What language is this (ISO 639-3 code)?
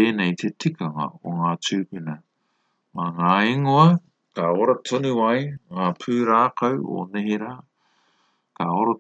mri